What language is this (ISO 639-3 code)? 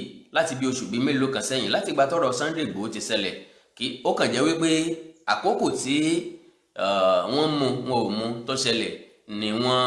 yor